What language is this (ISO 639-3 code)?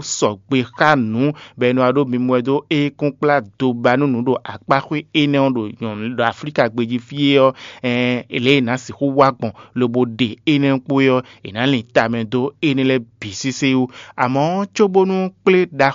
fon